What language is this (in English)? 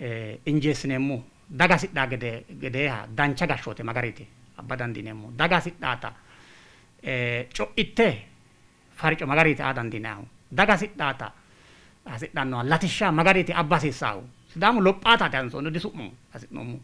Sidamo